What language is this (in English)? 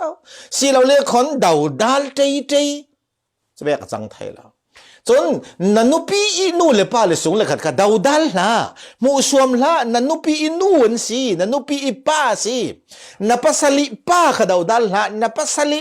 Falam Chin